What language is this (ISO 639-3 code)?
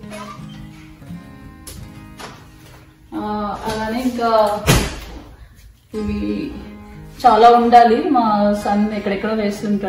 tel